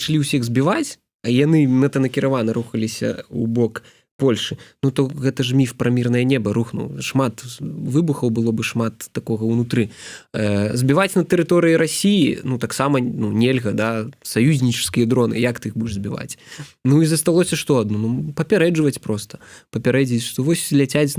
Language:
Belarusian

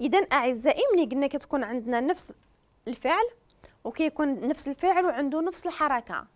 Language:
Moroccan Arabic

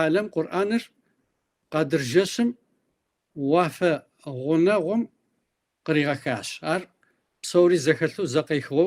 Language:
Kabardian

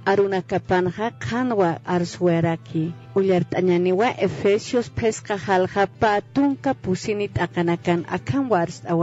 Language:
Aymara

